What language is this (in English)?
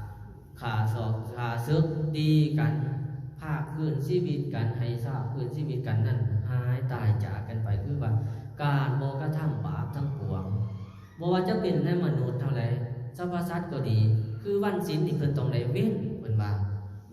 Lao